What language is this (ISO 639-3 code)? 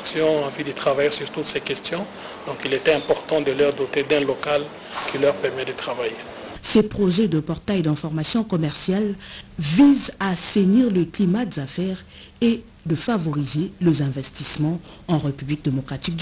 fra